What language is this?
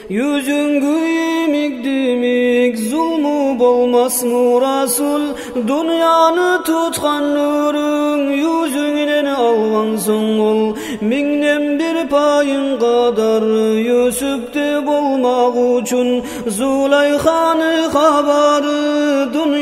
Kumyk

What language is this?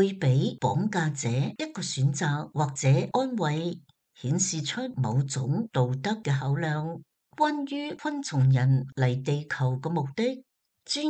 Cantonese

